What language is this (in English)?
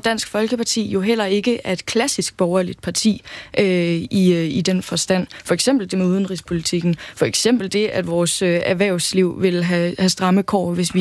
Danish